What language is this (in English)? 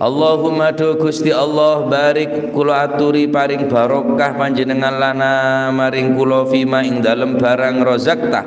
Madurese